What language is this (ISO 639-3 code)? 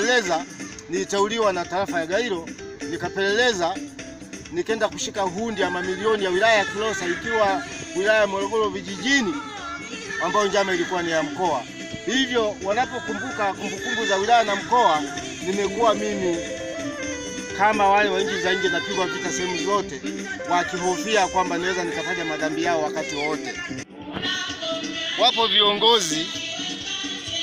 swa